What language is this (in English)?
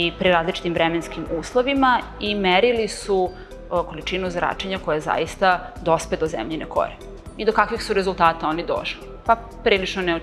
Serbian